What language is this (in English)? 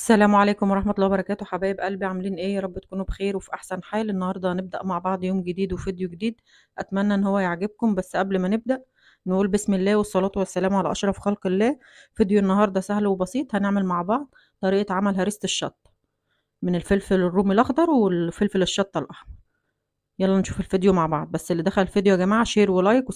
Egyptian Arabic